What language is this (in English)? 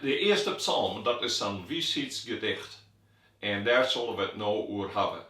Western Frisian